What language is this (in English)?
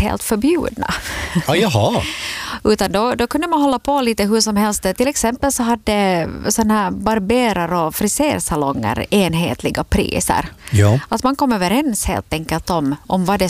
Swedish